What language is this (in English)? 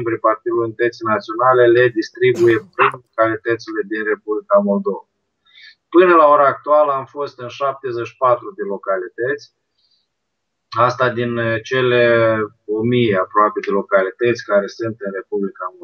Romanian